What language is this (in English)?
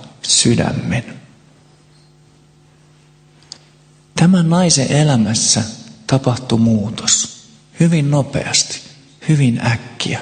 Finnish